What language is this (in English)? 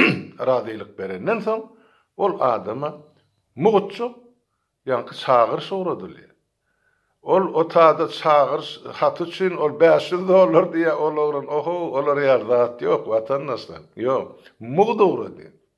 Turkmen